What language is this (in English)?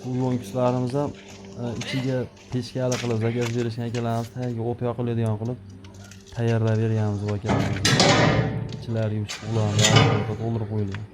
Uzbek